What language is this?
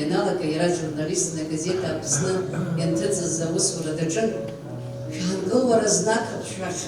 Abkhazian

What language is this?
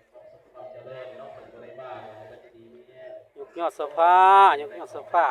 Lao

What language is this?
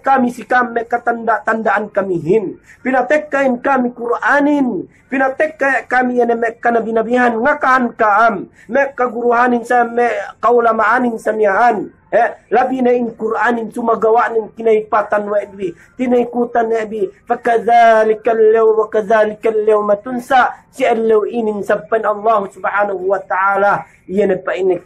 Yakan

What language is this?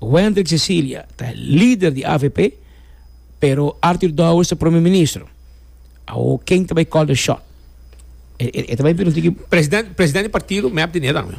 Papiamento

